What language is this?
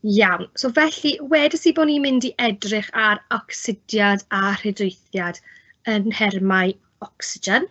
Welsh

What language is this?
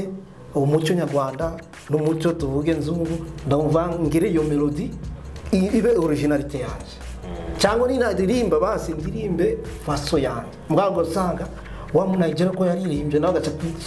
Kinyarwanda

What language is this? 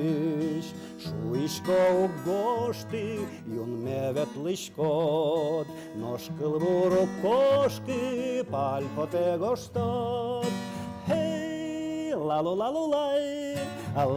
Udmurt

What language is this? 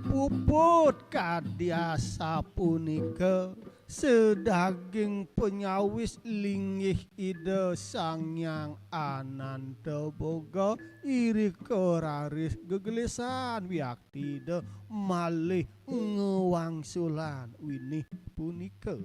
Balinese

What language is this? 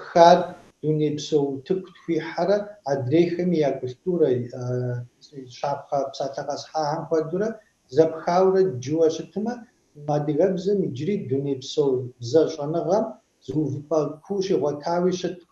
Kabardian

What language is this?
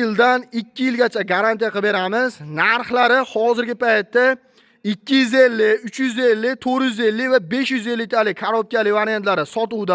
Uzbek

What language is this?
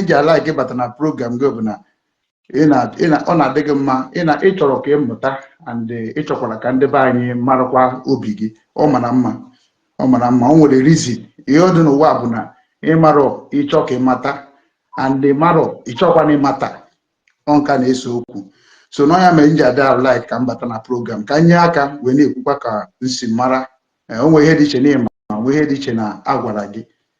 Igbo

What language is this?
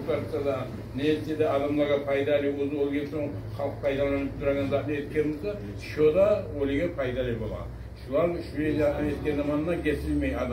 Kumyk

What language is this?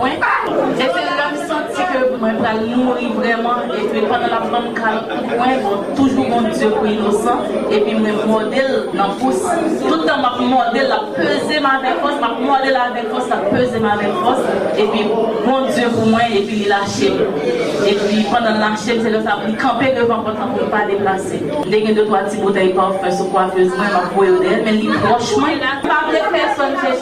Haitian Creole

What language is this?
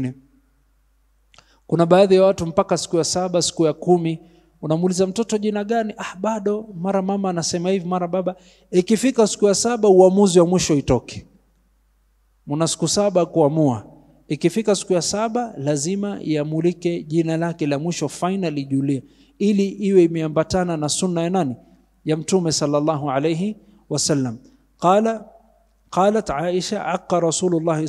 Swahili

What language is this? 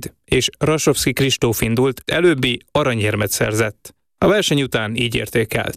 Hungarian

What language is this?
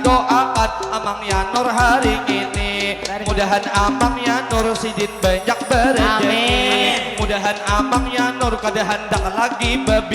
Banjar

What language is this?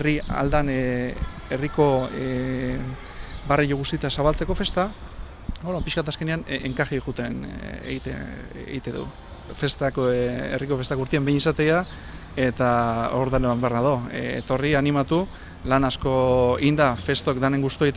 Basque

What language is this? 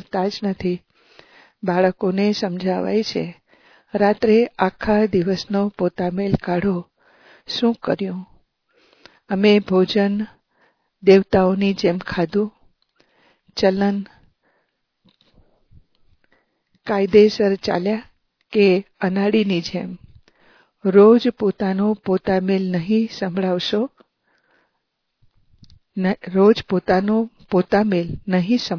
Gujarati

